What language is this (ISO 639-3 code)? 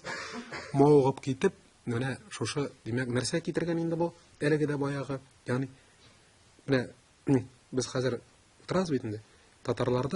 tat